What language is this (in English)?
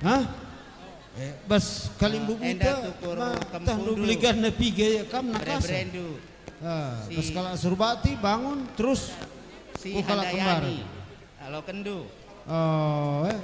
Batak Karo